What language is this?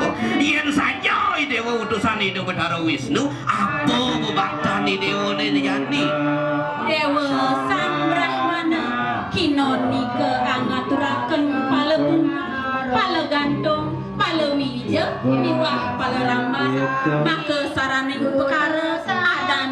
Balinese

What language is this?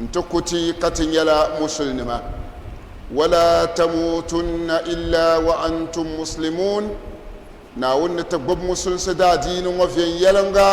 Dagbani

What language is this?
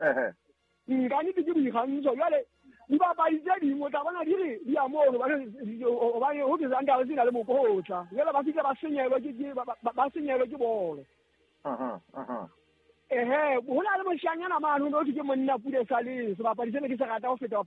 Southern Sotho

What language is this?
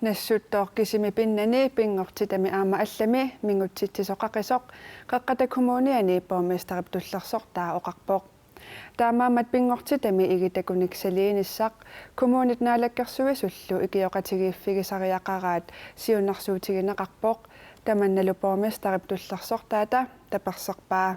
Kalaallisut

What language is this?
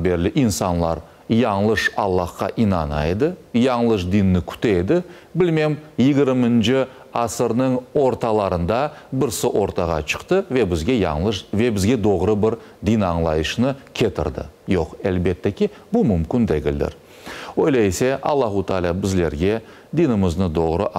Crimean Tatar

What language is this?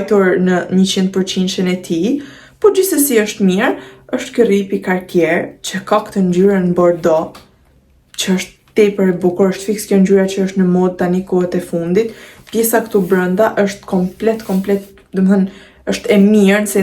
Albanian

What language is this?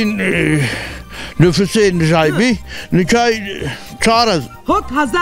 Zaza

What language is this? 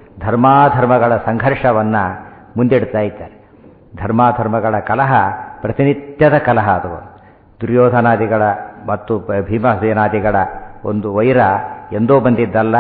Kannada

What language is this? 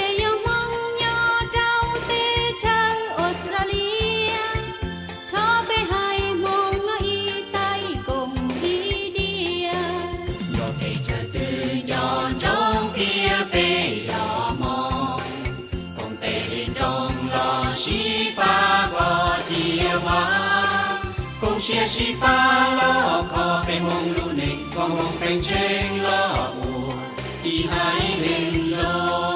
Hmong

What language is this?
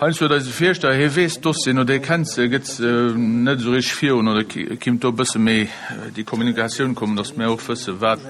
Luxembourgish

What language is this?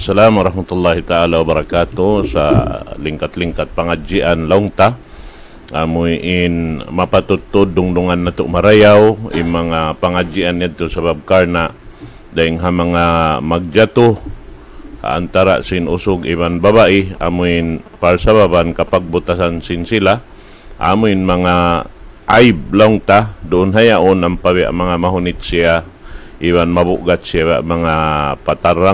Tausug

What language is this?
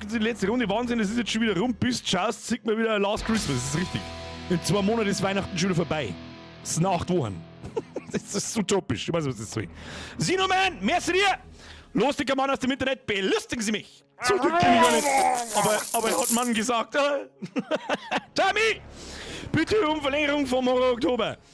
Bavarian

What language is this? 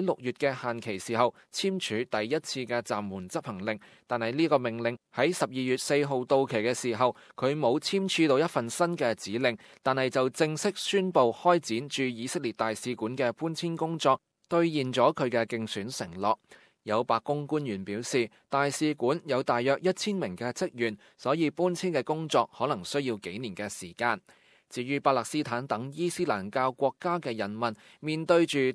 Cantonese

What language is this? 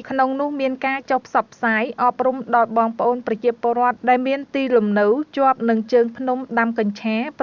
Khmer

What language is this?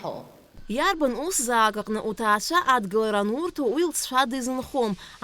Abkhazian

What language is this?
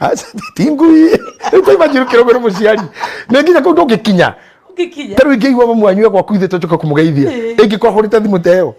Kikuyu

